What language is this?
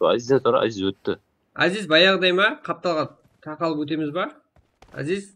Kara-Kalpak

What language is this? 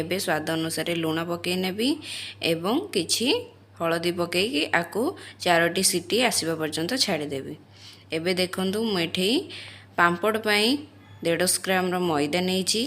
Odia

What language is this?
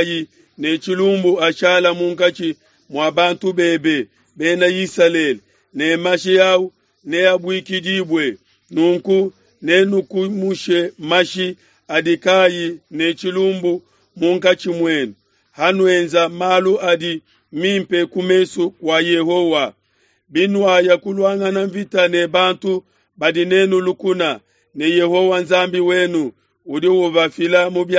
Luba-Lulua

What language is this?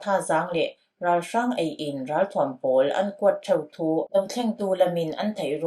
Falam Chin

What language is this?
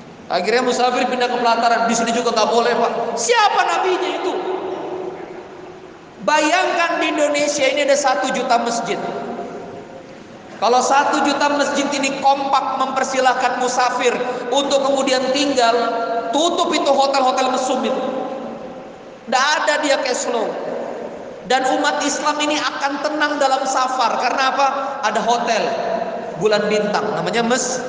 Indonesian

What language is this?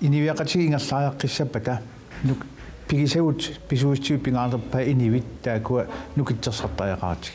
Kalaallisut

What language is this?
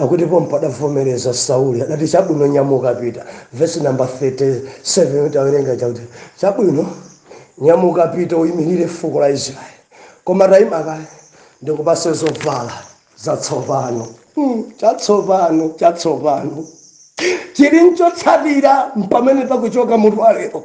Nyanja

